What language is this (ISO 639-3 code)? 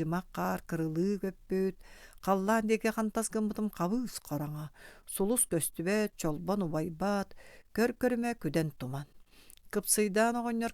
sah